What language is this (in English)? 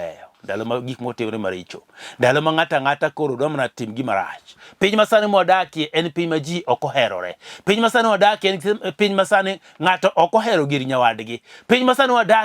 Luo (Kenya and Tanzania)